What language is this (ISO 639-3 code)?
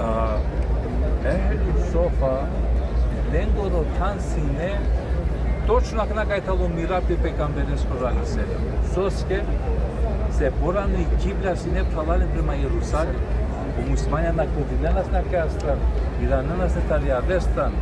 rmn